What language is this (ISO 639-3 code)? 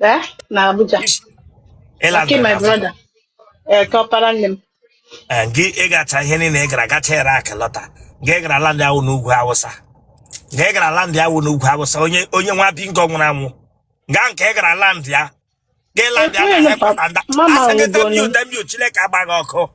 ibo